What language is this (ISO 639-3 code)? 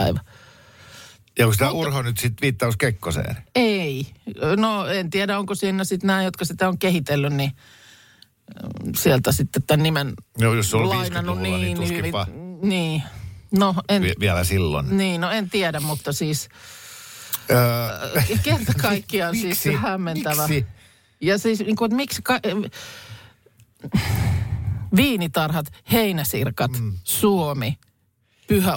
fin